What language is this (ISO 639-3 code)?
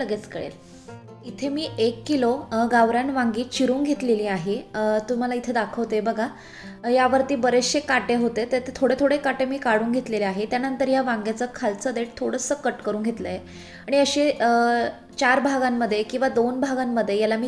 mar